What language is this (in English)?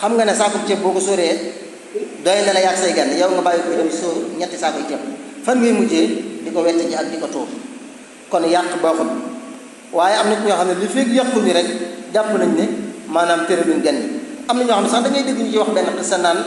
Wolof